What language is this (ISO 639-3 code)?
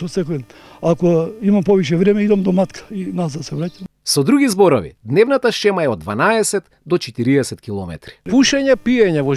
mkd